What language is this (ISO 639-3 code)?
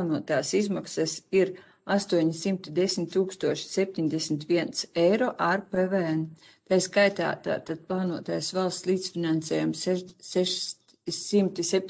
lav